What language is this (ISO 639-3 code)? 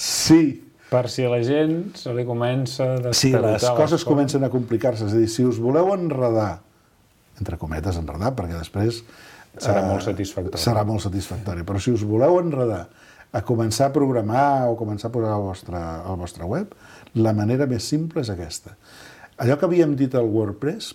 cat